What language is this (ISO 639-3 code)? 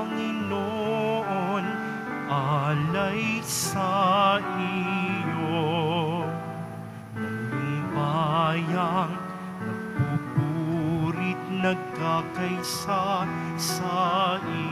fil